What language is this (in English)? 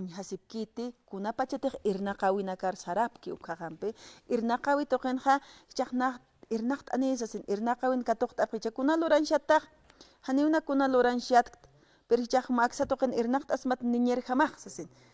Aymara